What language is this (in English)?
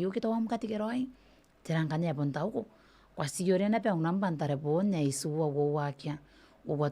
Gilbertese